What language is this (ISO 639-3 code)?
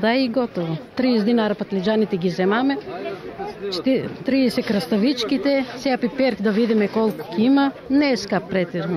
mkd